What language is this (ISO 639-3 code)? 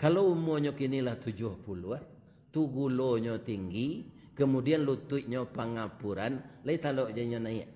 min